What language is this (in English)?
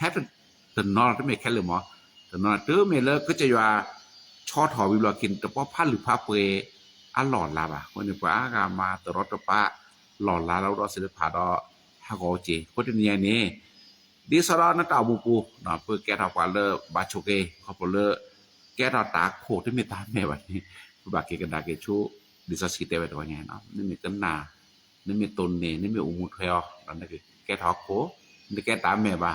S'gaw Karen